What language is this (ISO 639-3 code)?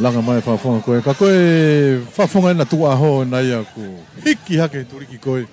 ton